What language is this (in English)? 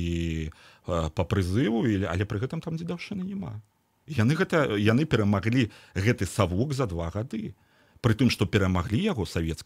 Belarusian